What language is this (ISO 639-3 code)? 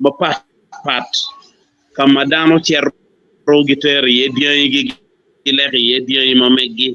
ach